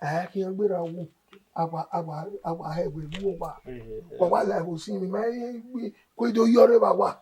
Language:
Bini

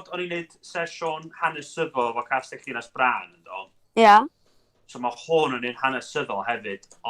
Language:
Welsh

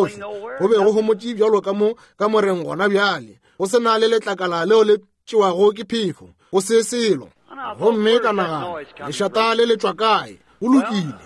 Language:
Northern Sotho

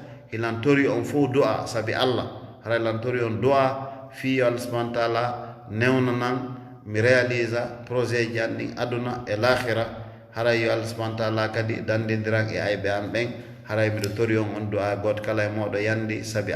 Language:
Fula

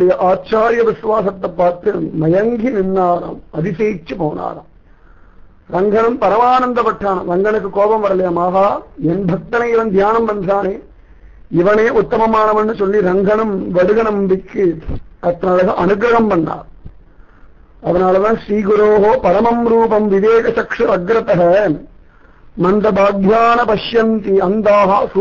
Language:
Tamil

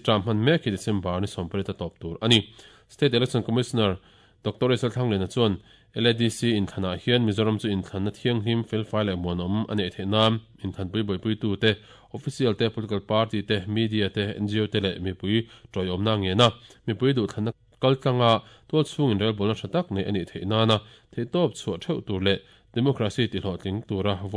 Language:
Mizo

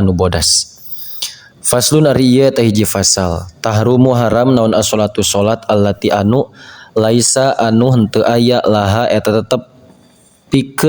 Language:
Sundanese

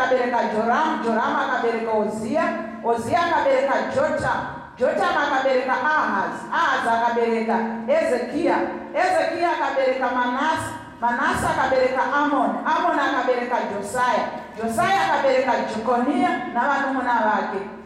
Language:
Shona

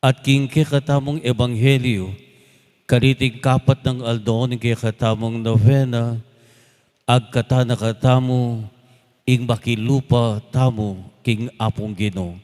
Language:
Pampanga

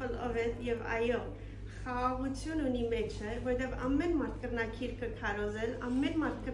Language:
Western Armenian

